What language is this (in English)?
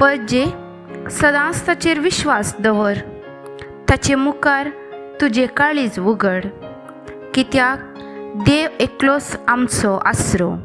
Konkani